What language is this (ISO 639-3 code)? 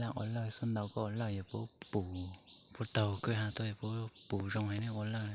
hmn